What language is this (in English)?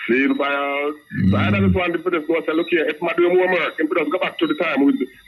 Jamaican Creole English